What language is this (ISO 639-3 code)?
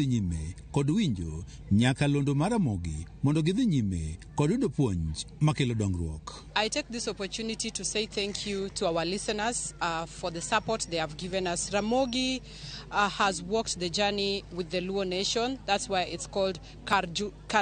luo